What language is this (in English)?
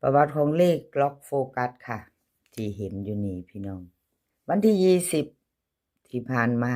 Lao